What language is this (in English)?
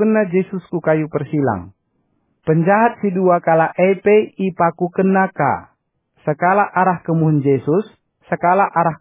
Batak Karo